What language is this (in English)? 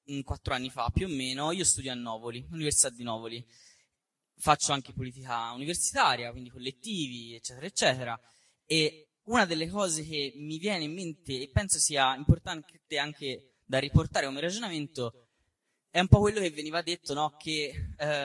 Italian